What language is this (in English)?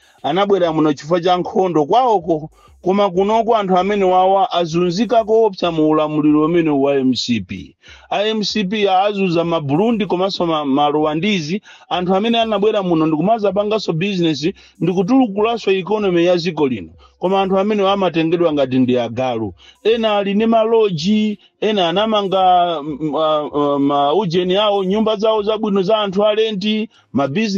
Nyanja